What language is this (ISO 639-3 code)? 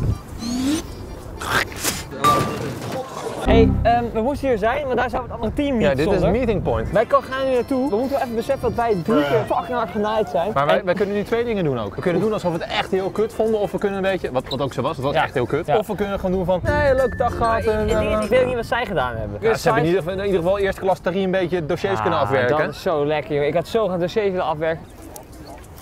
nld